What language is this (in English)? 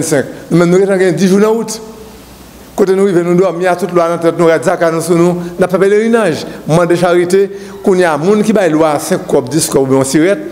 Haitian Creole